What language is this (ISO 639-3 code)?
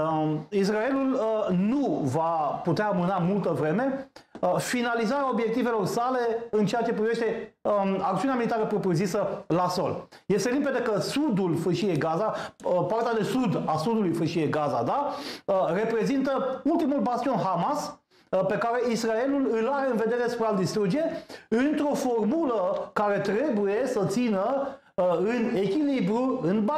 ron